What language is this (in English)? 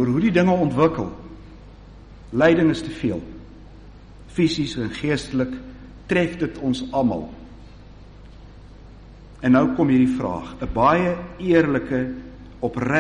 Afrikaans